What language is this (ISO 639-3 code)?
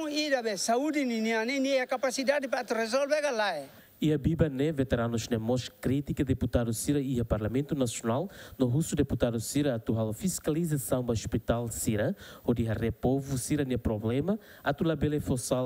tet